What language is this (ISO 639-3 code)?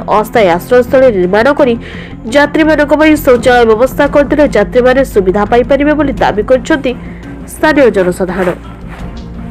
ori